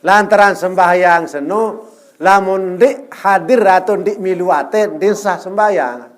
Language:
Sasak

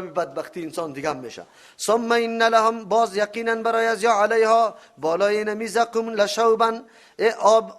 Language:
Persian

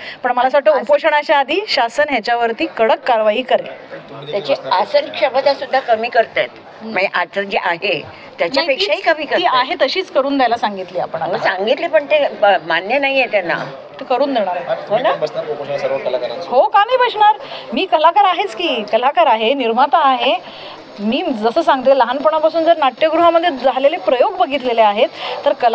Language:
Marathi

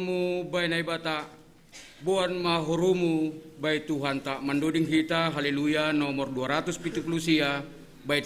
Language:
Batak Simalungun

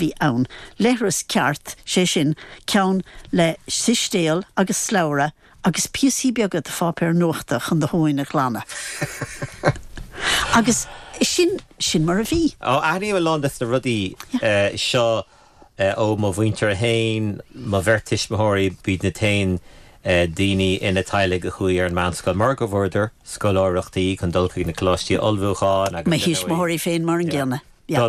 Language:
Irish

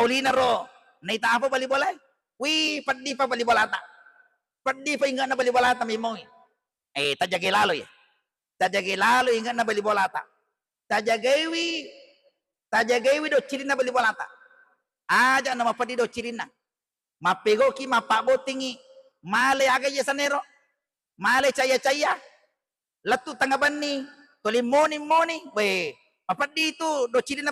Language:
Buginese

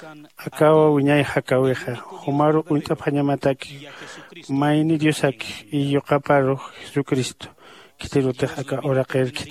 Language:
Aymara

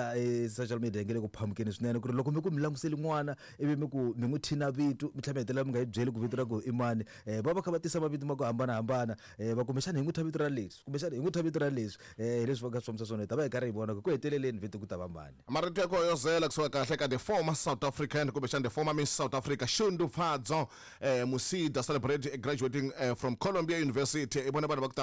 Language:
Tsonga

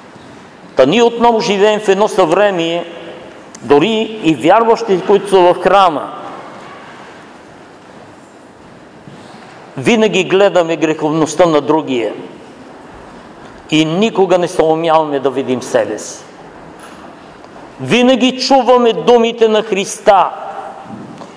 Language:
Bulgarian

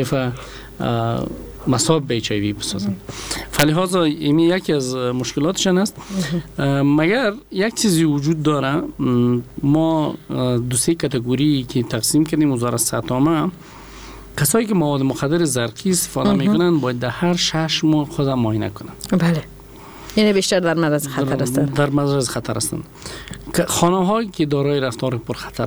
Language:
Persian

